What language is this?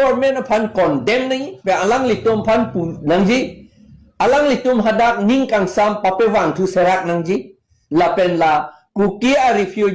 Karbi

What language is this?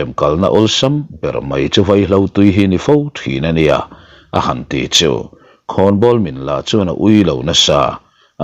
Mizo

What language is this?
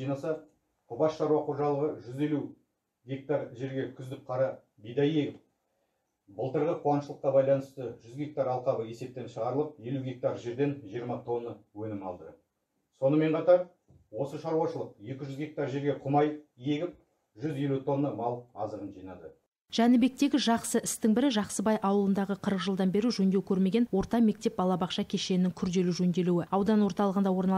Kazakh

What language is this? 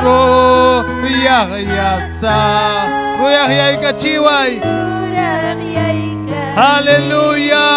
Ayacucho Quechua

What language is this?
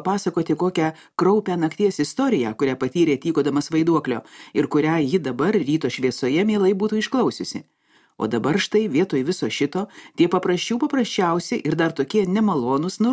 Lithuanian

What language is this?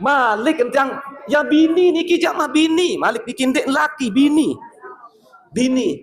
Sasak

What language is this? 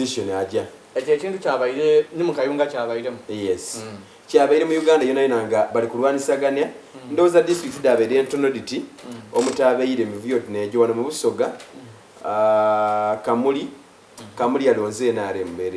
Soga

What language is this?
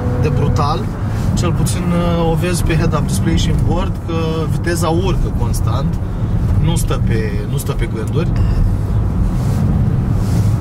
Romanian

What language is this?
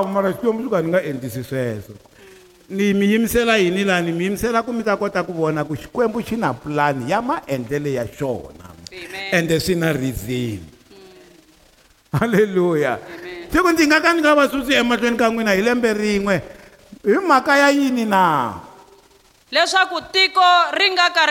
Tsonga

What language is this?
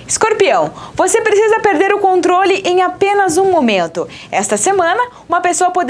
Portuguese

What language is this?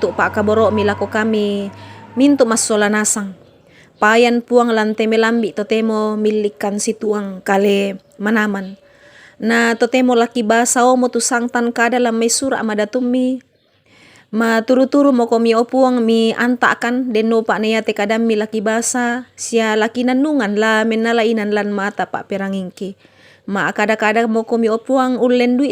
Toraja-Sa'dan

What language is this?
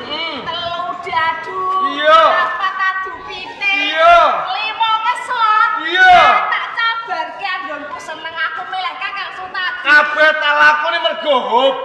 Javanese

